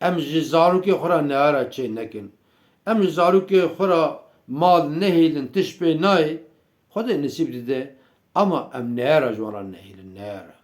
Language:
Kurdish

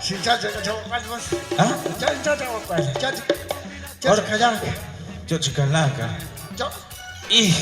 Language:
Kekchí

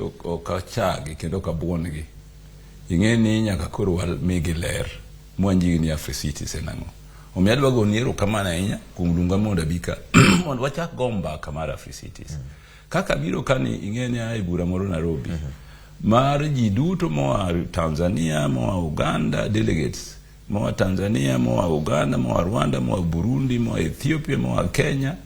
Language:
Luo (Kenya and Tanzania)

